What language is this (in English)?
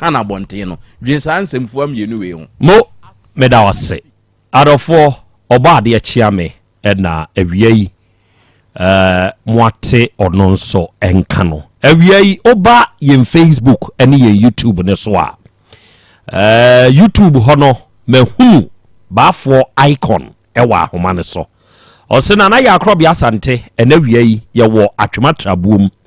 Akan